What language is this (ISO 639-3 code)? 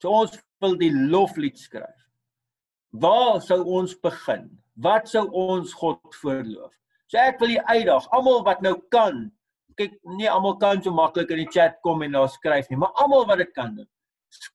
afr